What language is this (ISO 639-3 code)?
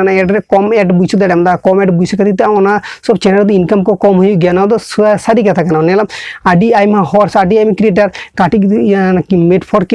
sat